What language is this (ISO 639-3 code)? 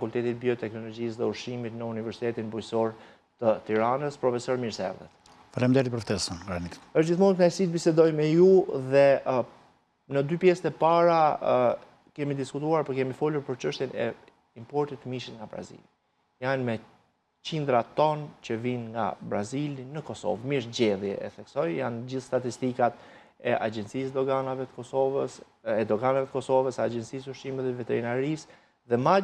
sqi